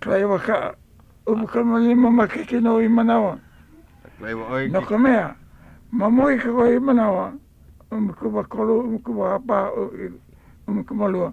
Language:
Hawaiian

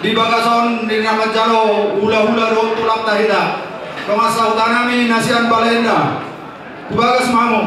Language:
Batak Toba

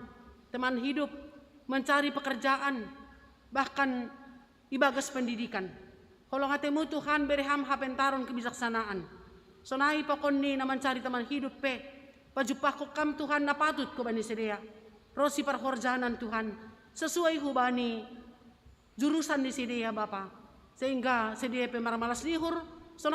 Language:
Batak Simalungun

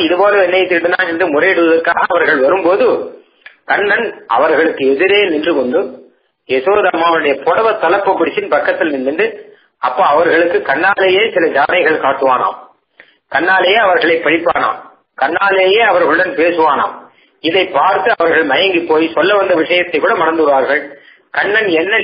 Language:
Tamil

